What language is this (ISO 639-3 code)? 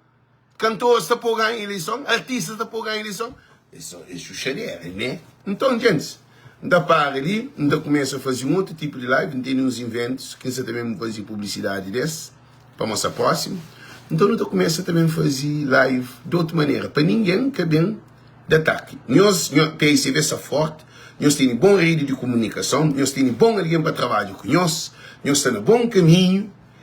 kea